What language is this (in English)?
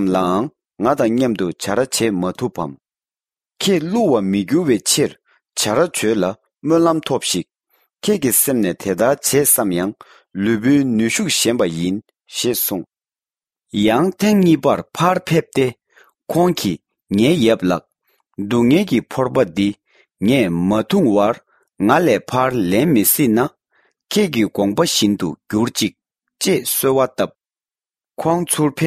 Tibetan